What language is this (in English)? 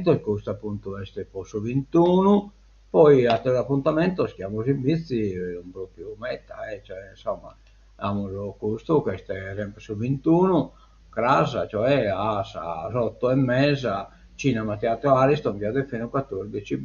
Sardinian